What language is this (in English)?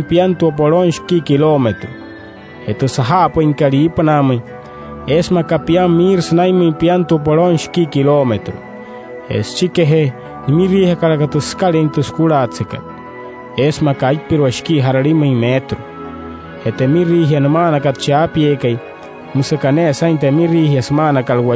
Wayuu